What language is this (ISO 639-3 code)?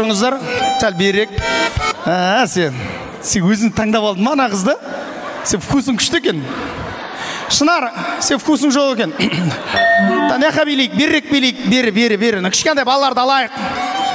kaz